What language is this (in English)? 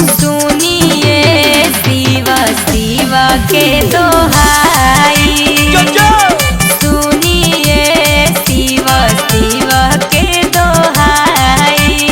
Magahi